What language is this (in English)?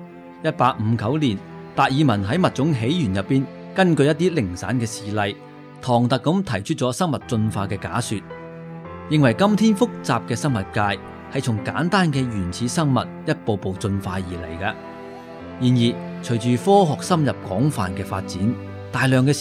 Cantonese